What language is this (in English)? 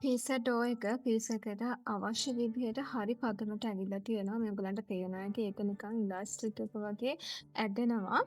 Sinhala